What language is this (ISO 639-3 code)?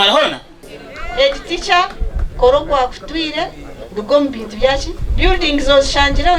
nyn